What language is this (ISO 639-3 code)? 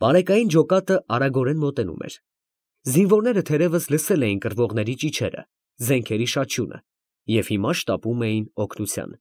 hye